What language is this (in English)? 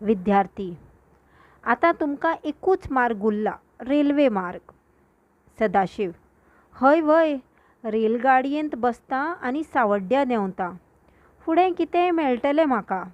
Konkani